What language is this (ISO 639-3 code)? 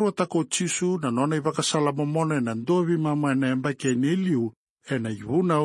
fij